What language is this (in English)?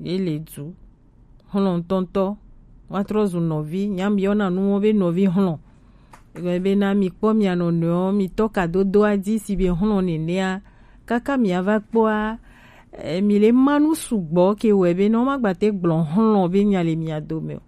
Gen